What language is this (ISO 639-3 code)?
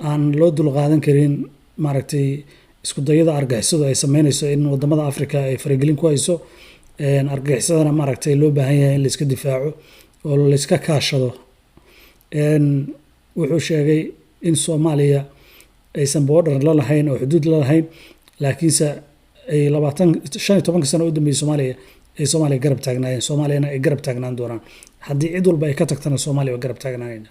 som